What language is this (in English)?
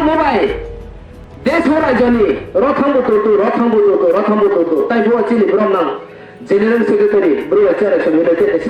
Riang (India)